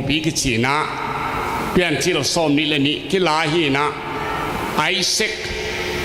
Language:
Tedim Chin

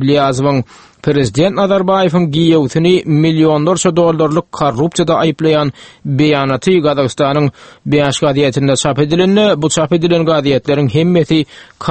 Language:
Turkmen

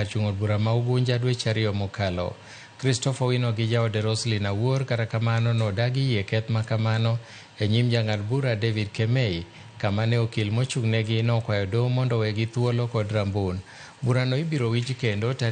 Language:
Luo (Kenya and Tanzania)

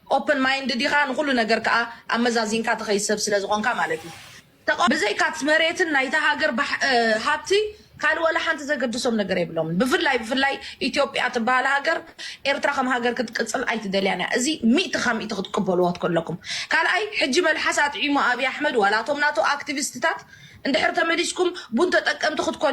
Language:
Tigrinya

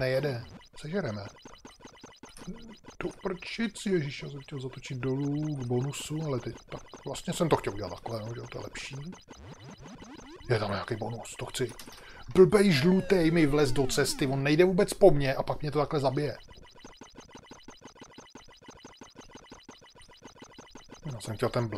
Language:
Czech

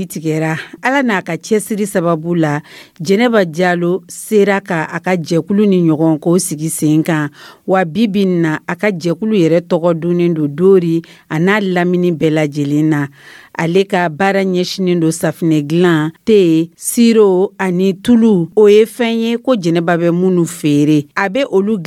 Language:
Dyula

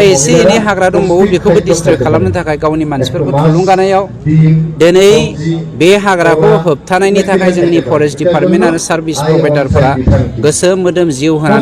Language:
Bodo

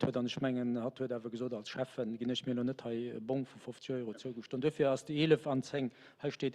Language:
Luxembourgish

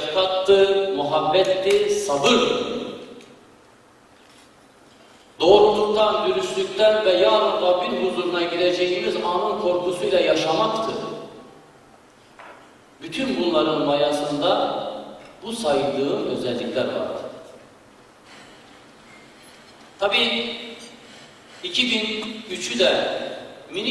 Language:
Turkish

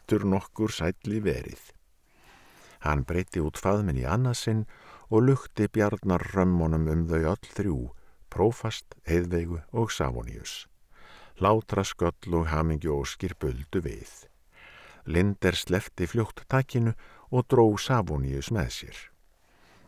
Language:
Icelandic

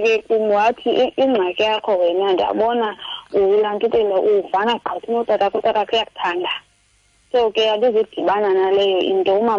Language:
Xhosa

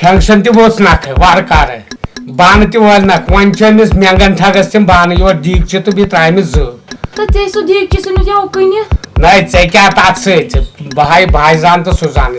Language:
Kashmiri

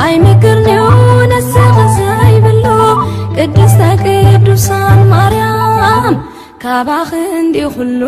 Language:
Tigrinya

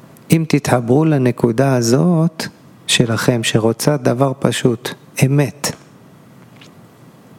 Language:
Hebrew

